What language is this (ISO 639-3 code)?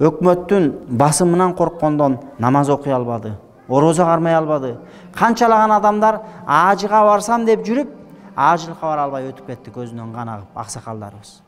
kir